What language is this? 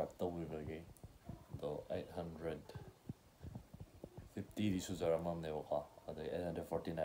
Manipuri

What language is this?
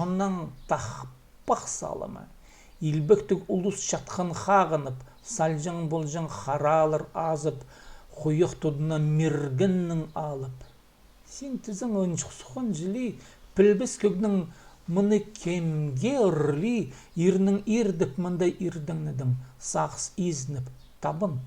Khakas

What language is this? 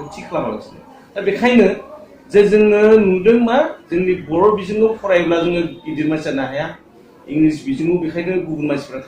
Bodo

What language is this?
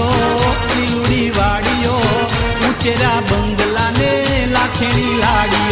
Gujarati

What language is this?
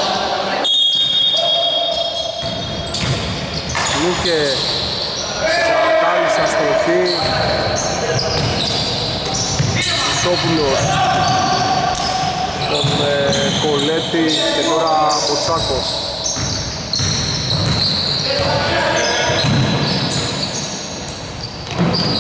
Greek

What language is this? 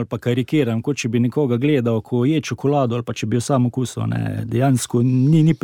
Slovenian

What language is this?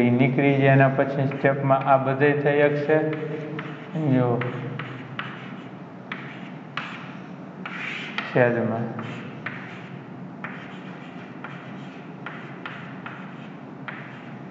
Gujarati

